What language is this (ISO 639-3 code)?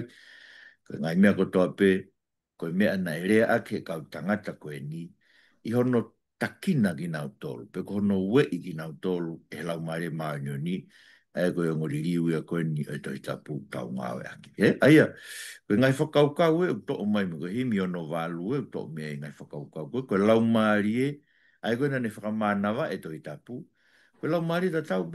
ton